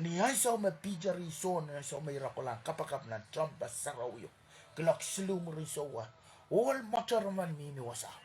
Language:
Pohnpeian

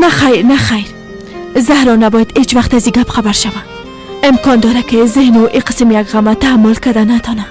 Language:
Persian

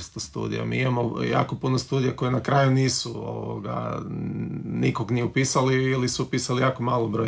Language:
Croatian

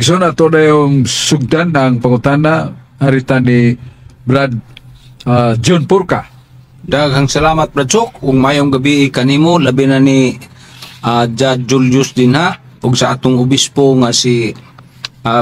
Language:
Cebuano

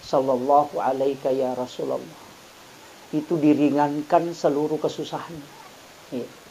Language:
Buginese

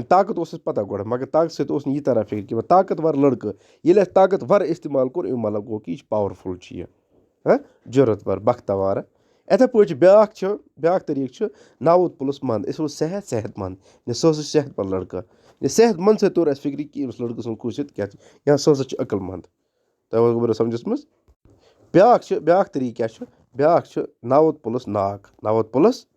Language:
Kashmiri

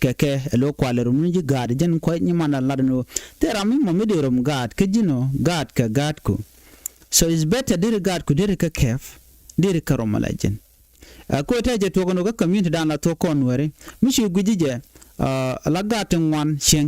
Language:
Nuer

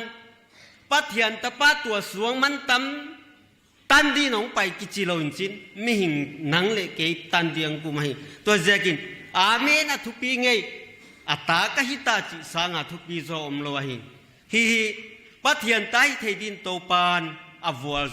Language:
Paite Chin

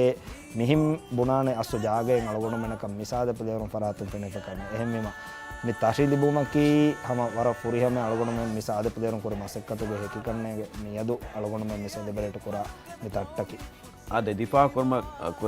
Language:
Divehi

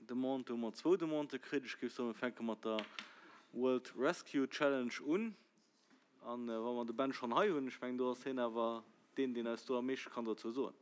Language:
Luxembourgish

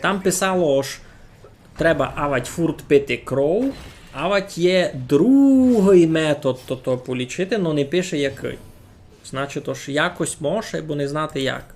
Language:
Rusyn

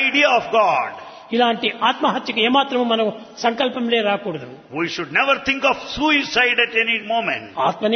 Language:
Telugu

